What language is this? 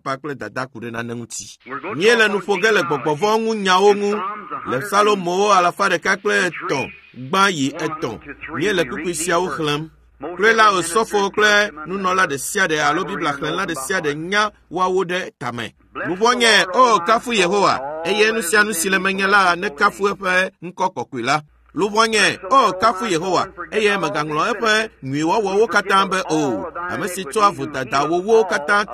Ewe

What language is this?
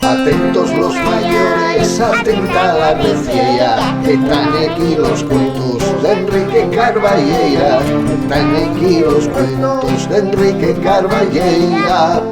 Asturian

